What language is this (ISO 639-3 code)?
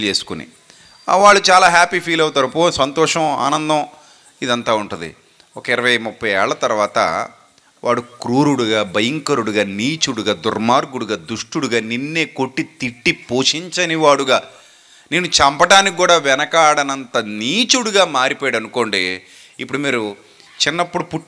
tel